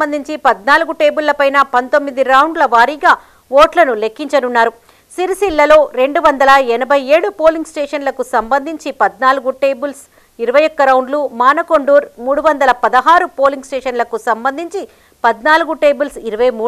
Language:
Telugu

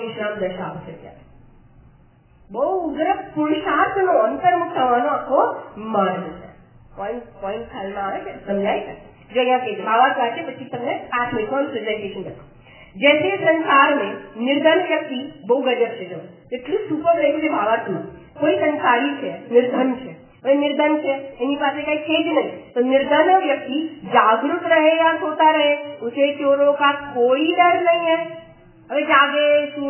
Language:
Gujarati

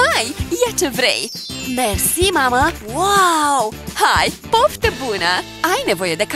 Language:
Romanian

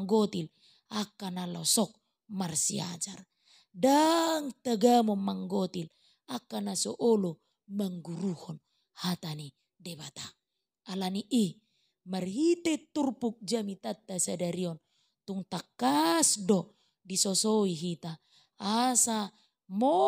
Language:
Batak Toba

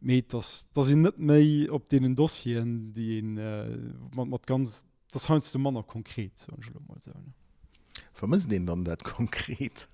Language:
Luxembourgish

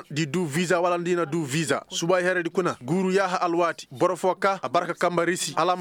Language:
Koyraboro Senni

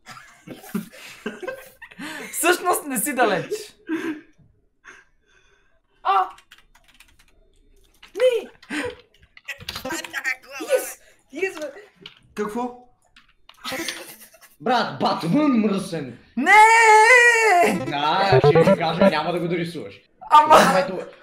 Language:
Bulgarian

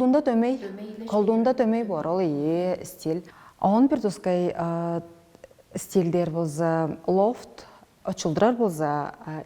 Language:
Tuvinian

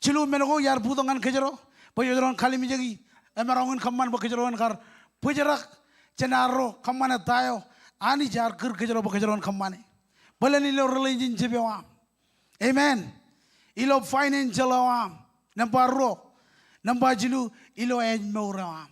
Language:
Marshallese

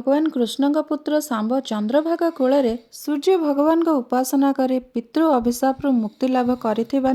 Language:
Odia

